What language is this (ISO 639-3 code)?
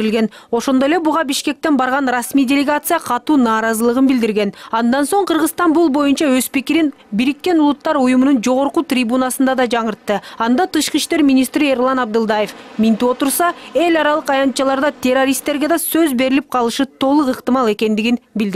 kir